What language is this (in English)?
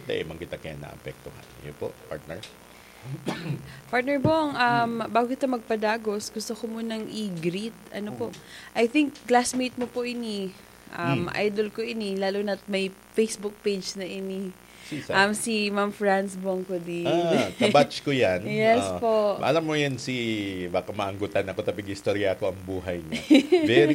Bikol